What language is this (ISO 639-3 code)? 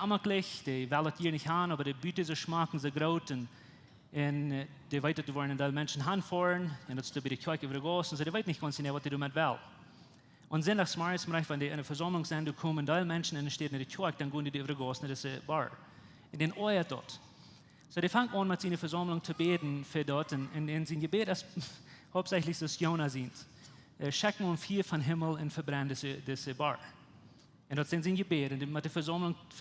pdt